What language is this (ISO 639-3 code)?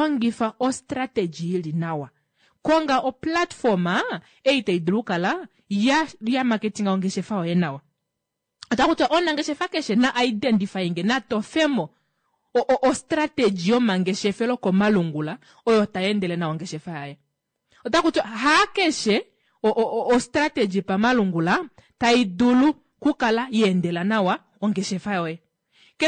kua